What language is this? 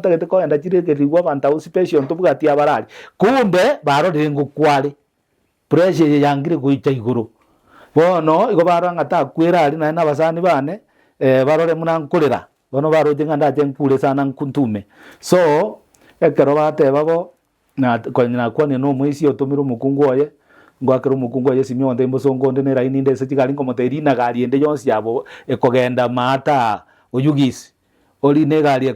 Gusii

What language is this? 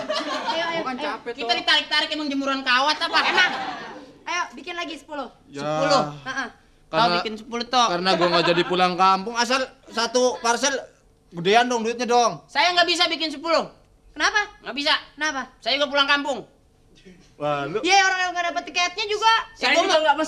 Betawi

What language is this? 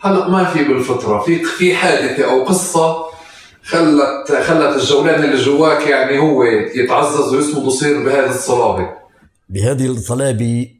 North Levantine Arabic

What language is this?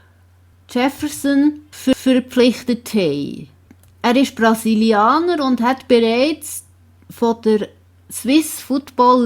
Swiss German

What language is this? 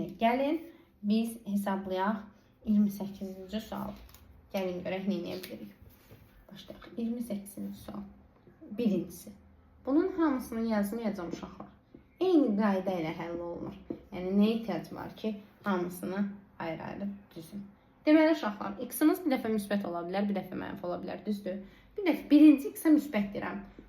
Azerbaijani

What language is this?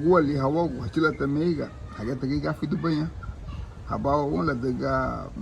Garifuna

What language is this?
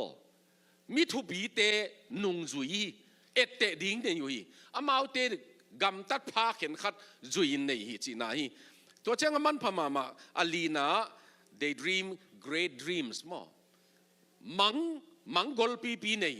Tedim Chin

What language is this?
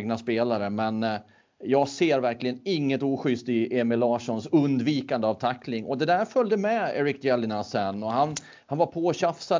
Swedish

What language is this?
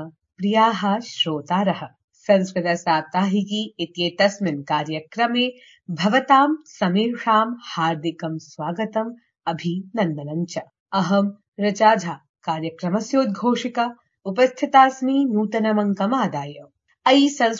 Sanskrit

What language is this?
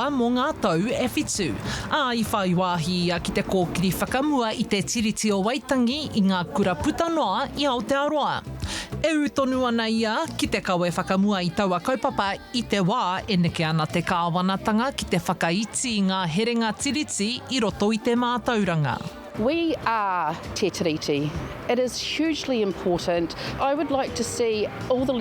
Māori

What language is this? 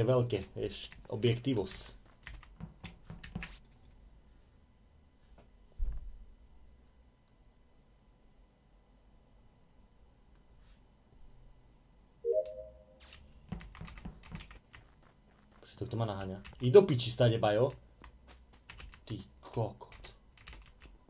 Slovak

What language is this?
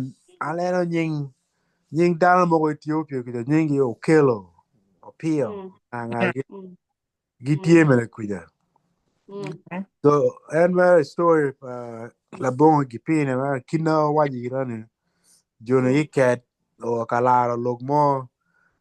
Acoli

